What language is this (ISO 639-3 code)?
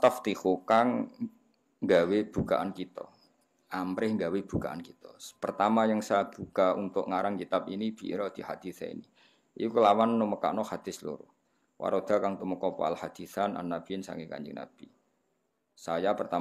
jav